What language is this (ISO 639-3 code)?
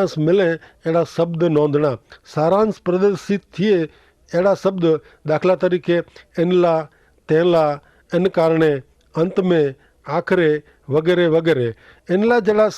kfr